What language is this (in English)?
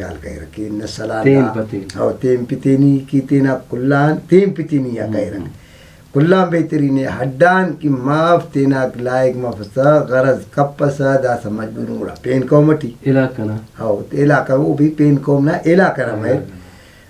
Brahui